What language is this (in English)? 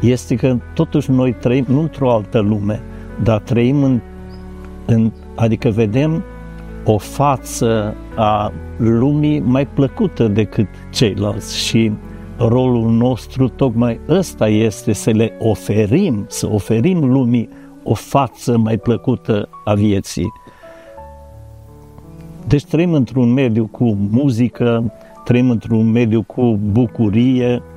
Romanian